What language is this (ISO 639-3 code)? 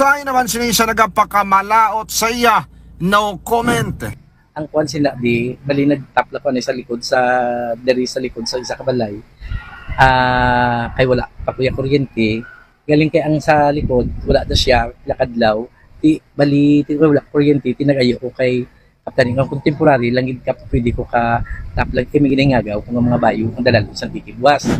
hil